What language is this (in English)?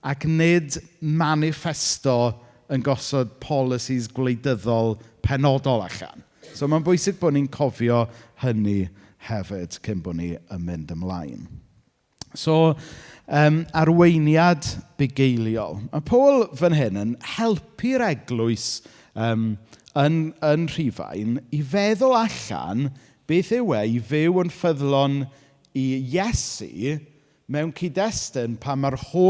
Welsh